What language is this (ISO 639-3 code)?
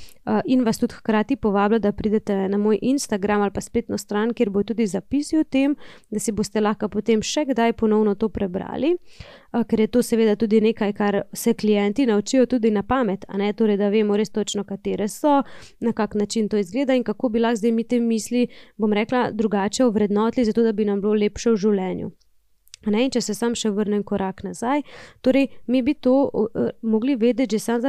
slv